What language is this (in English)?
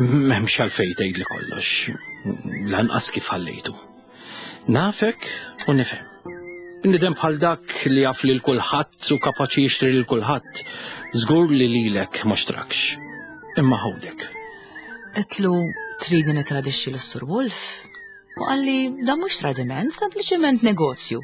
Maltese